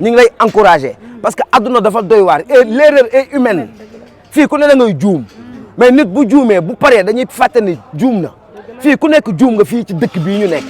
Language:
Wolof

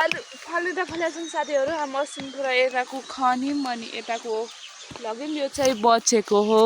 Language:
Nepali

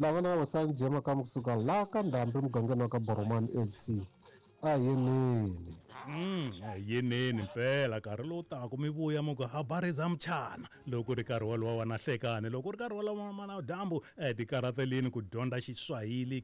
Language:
Tsonga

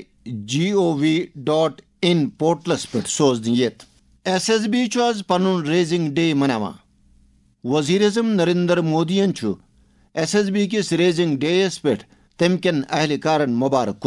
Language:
Kashmiri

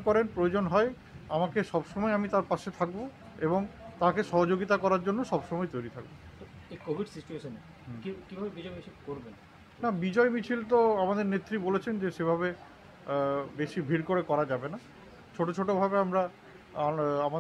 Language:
Bangla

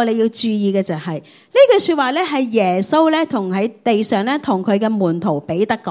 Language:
Cantonese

